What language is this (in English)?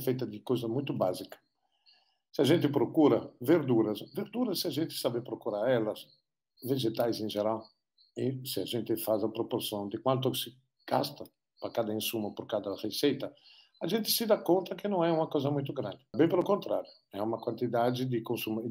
Portuguese